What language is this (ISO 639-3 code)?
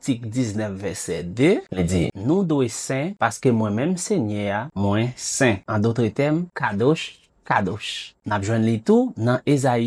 hat